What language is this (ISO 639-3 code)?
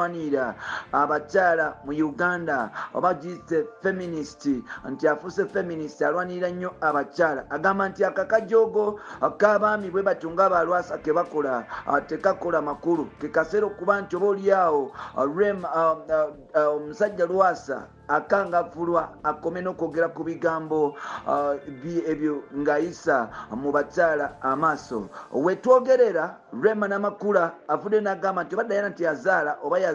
lug